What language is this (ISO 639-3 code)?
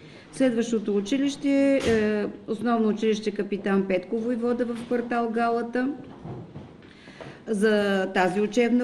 bul